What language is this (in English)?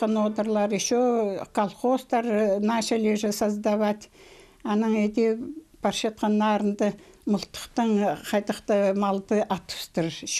Khakas